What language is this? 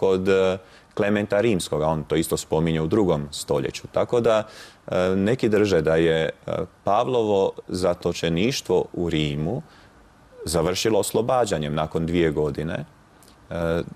Croatian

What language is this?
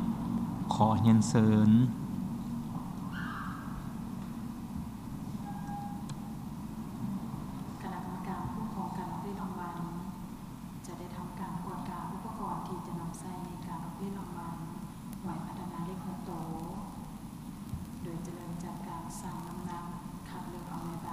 Lao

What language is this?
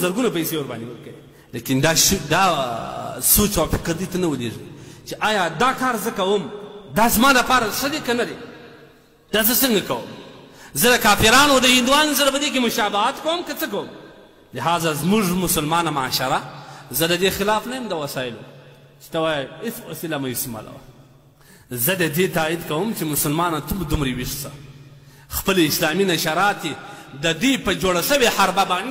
Pashto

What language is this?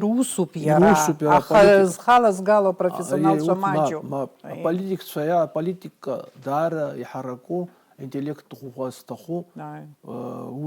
Abkhazian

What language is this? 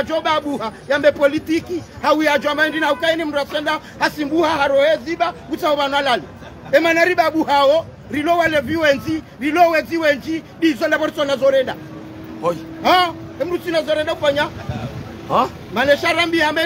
Ngazidja Comorian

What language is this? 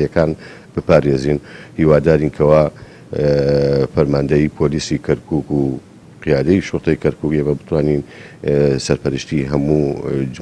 Central Kurdish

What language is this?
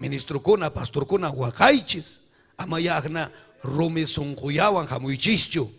Ayacucho Quechua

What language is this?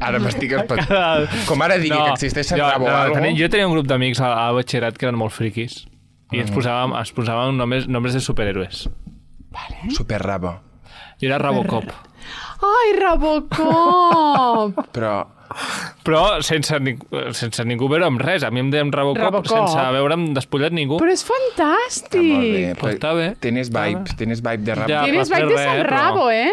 Catalan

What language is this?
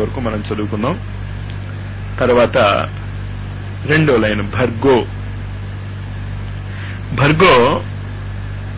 Telugu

